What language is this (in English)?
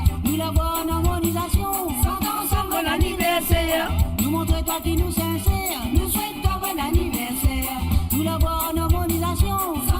Morisyen